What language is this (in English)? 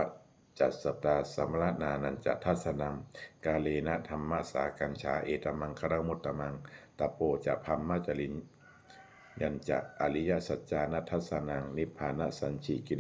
Pali